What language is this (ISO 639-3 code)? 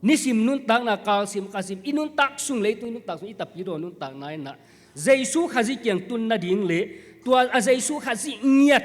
ctd